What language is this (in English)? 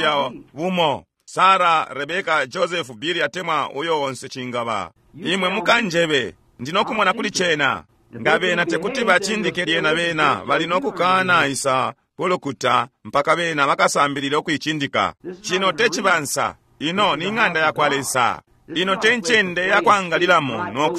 Bemba